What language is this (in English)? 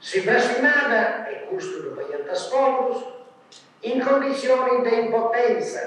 Sardinian